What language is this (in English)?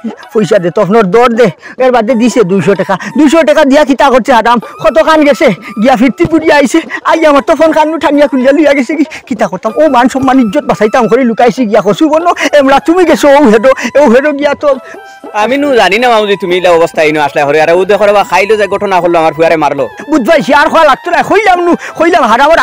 Sylheti